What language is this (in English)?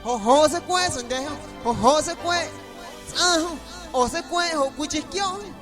Guerrero Amuzgo